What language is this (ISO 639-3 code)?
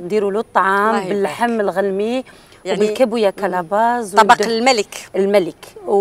arq